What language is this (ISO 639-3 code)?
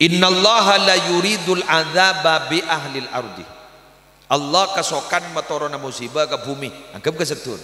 mad